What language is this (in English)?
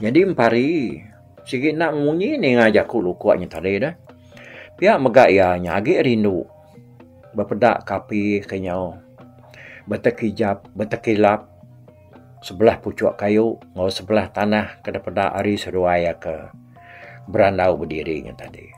Iban